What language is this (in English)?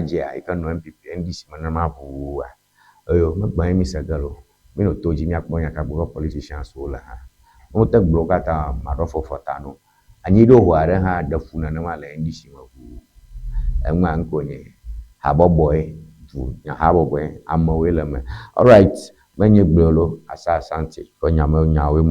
Ewe